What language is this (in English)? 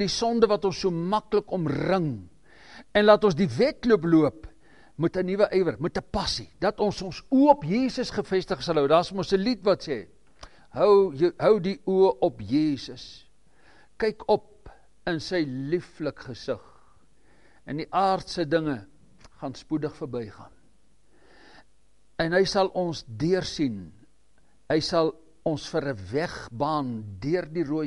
Afrikaans